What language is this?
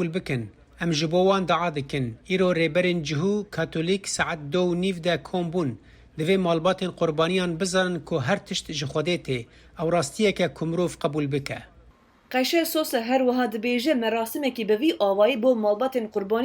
Kurdish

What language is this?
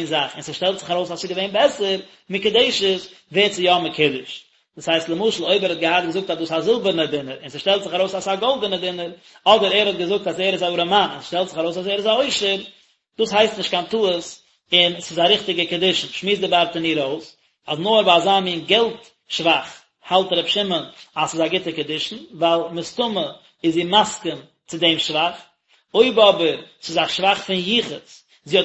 Yiddish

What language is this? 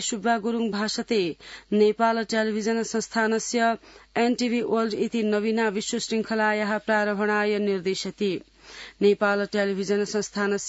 Sanskrit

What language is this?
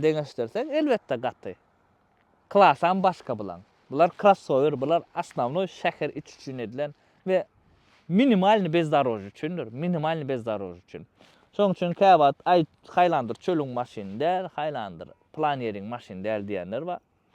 Turkmen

